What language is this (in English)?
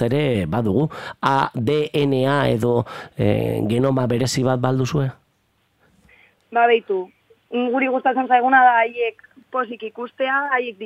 Basque